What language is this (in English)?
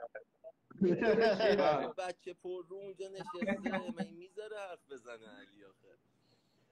Persian